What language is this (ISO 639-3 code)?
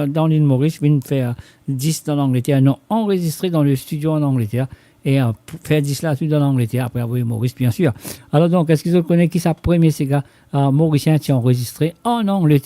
mfe